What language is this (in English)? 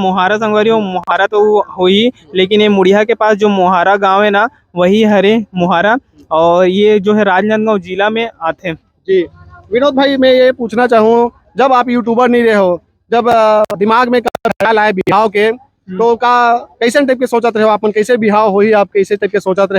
Chhattisgarhi